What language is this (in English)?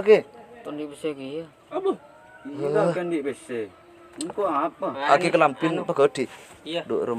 Madurese